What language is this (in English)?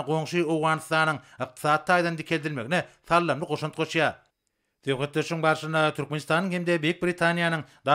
Turkmen